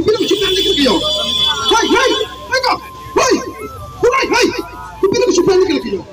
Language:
Karbi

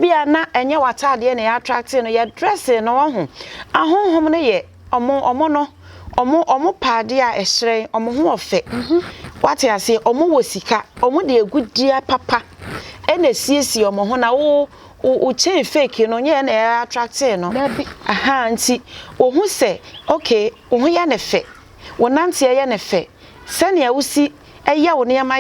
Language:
Akan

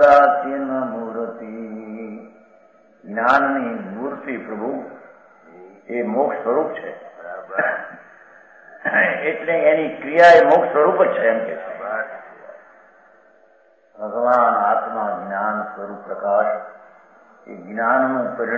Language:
Gujarati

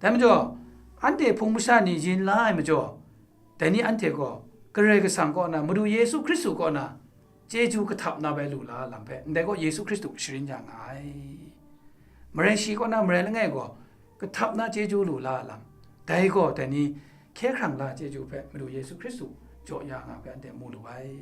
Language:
Kachin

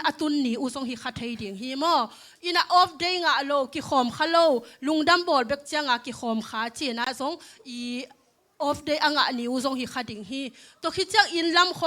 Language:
Tedim Chin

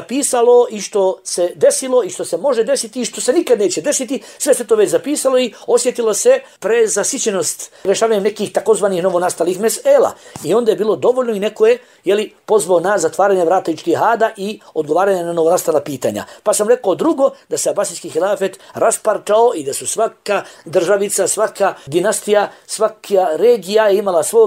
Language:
Bosnian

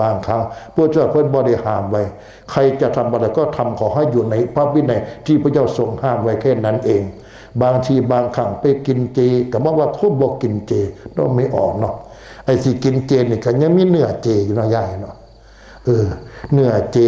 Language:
Northeastern Thai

